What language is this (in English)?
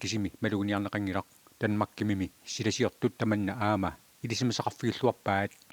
Kalaallisut